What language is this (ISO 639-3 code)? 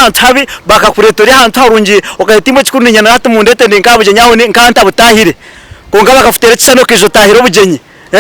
nyn